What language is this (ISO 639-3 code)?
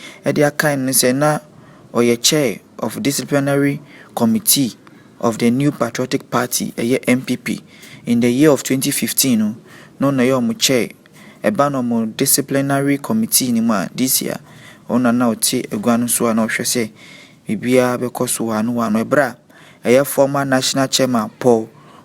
aka